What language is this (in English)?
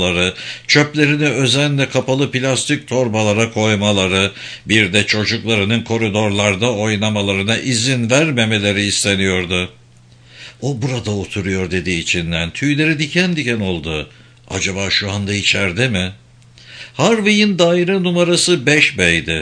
Turkish